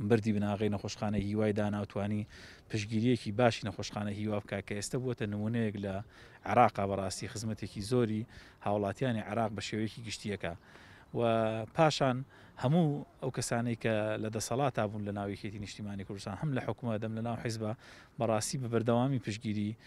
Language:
Central Kurdish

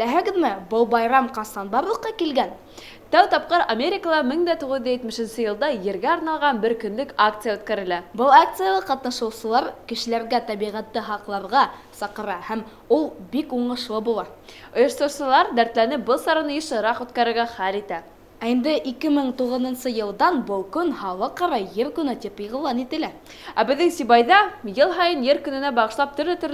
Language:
Bashkir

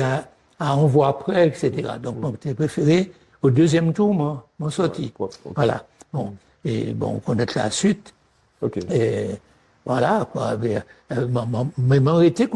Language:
Guadeloupean Creole French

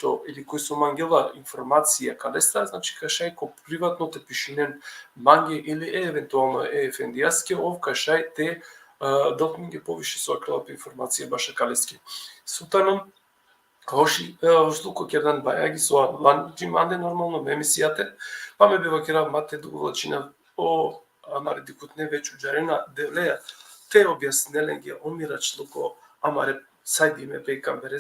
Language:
Balkan Romani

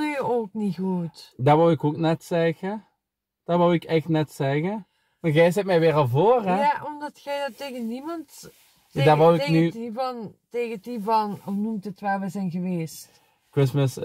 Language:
Dutch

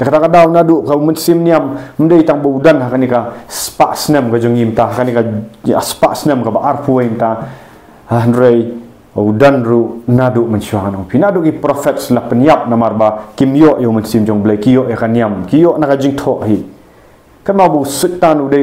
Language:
Khasi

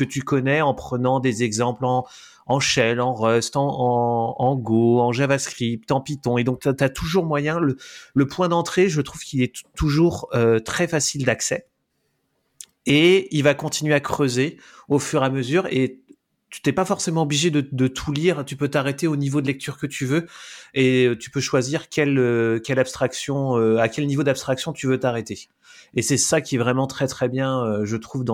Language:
French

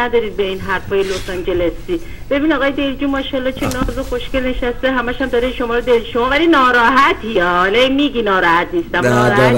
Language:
Persian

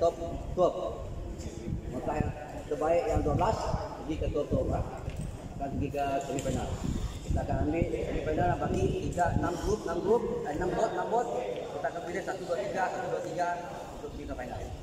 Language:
Malay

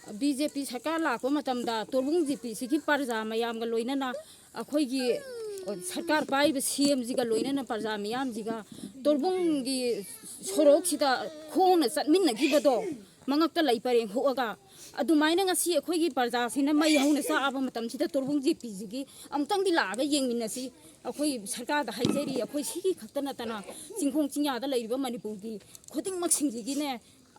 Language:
Manipuri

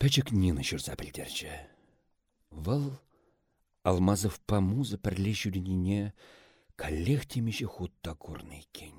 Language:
Chuvash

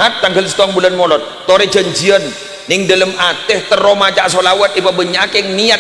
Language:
Madurese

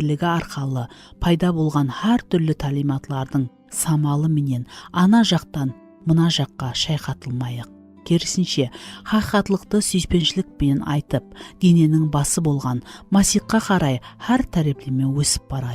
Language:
Kara-Kalpak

